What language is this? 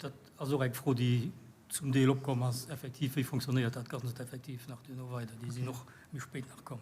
Luxembourgish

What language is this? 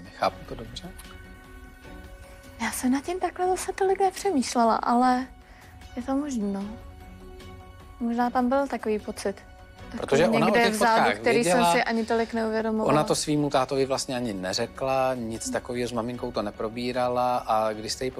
Czech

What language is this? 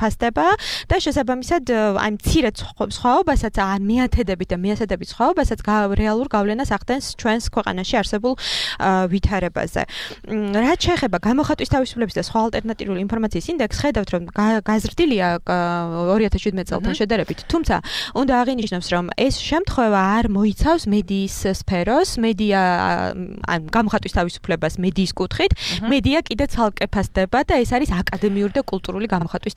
Georgian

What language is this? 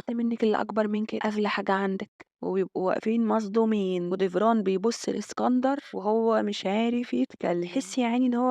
Egyptian Arabic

